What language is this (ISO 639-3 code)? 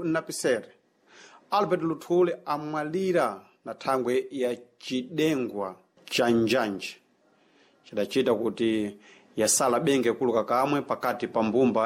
seh